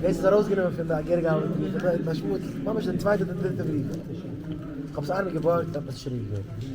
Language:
Yiddish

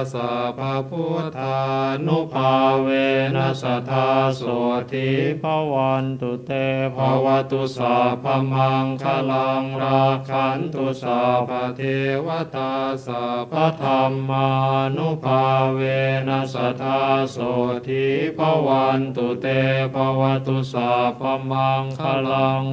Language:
Pali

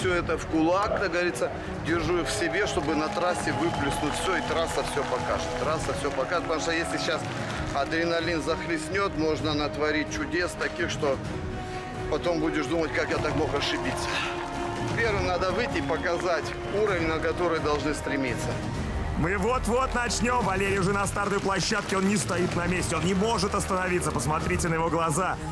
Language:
Russian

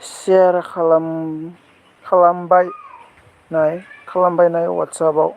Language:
Bodo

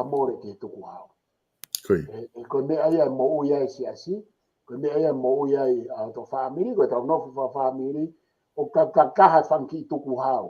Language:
Tongan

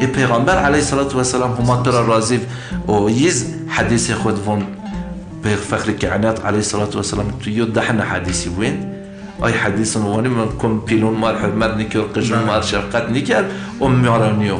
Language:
Zaza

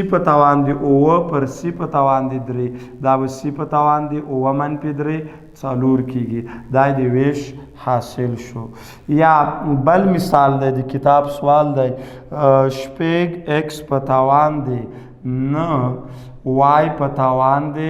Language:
Pashto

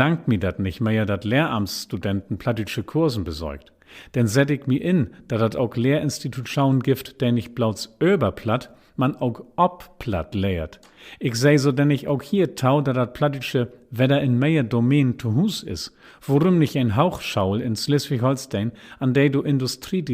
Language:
Low German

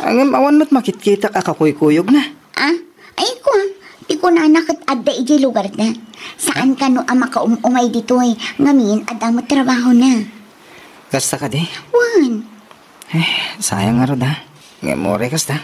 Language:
Iloko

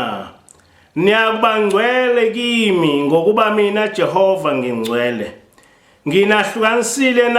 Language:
Zulu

